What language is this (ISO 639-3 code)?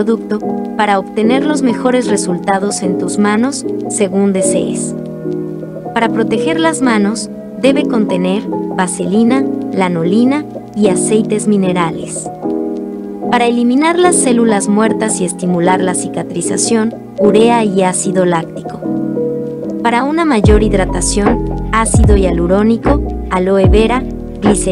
spa